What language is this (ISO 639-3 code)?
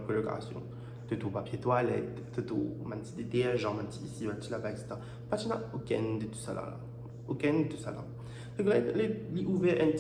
mfe